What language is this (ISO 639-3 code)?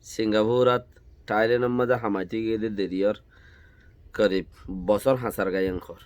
rhg